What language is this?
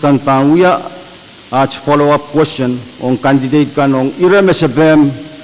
Pohnpeian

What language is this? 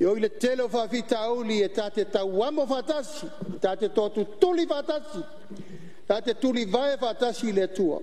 Samoan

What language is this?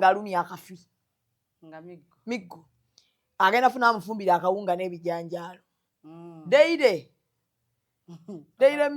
Ganda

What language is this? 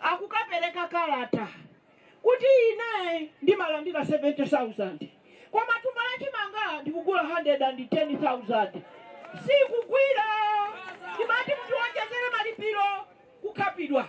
Nyanja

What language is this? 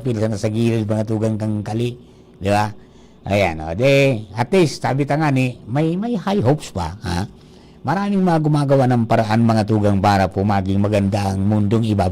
Bikol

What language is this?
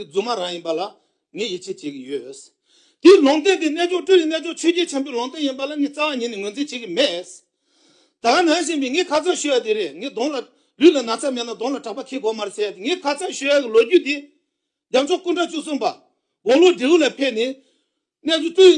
Tibetan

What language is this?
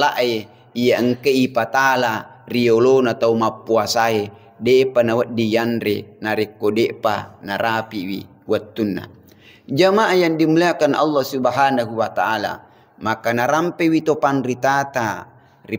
Buginese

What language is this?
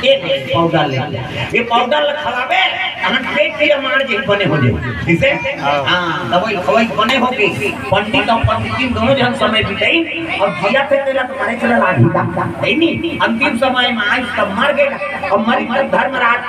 Chhattisgarhi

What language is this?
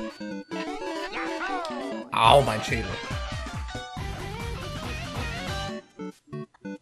German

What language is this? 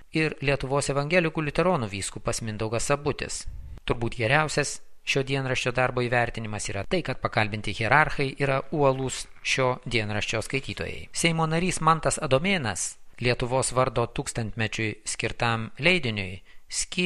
Lithuanian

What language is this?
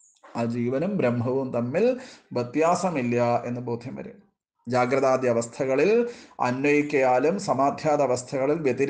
Malayalam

